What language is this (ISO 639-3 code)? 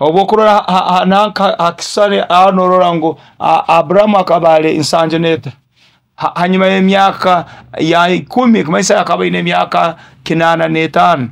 nyo